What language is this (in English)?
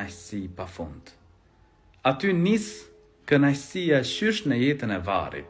Albanian